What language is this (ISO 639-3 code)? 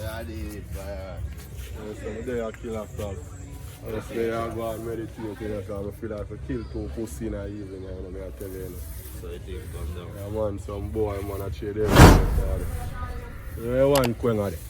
jam